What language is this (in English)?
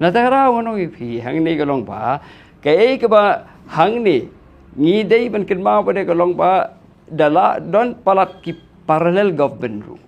Khasi